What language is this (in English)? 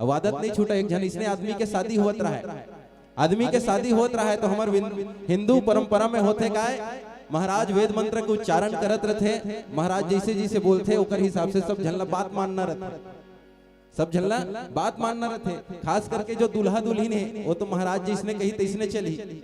Chhattisgarhi